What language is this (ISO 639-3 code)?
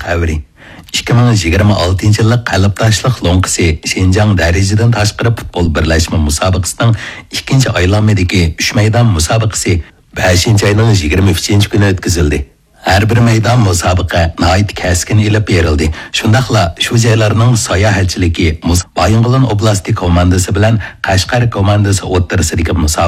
uig